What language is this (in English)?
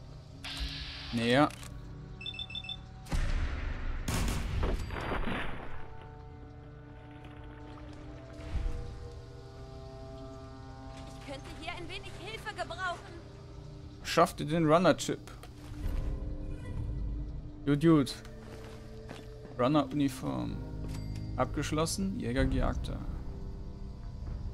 German